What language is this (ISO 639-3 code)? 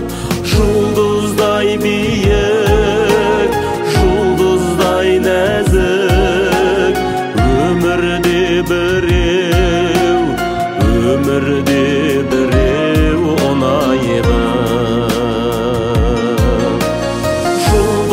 kaz